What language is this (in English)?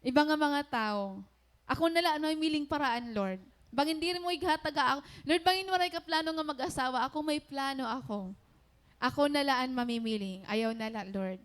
Waray